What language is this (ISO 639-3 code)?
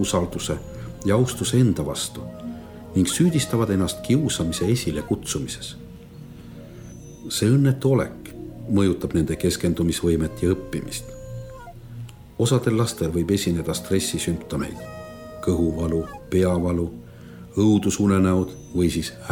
est